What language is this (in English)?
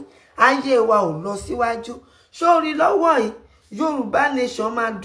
Yoruba